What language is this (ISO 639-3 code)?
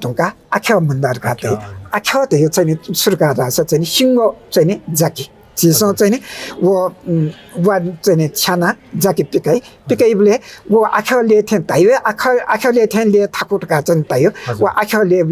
new